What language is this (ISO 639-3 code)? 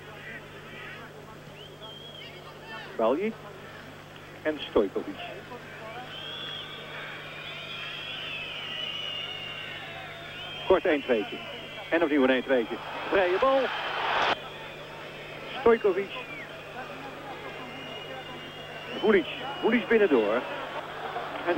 nld